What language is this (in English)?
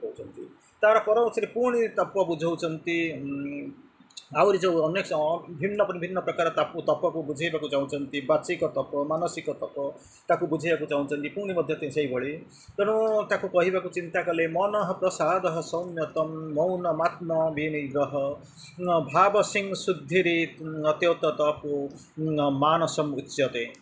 Odia